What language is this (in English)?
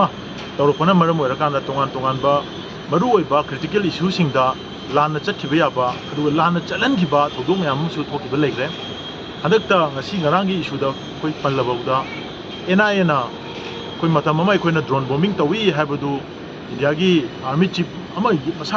Manipuri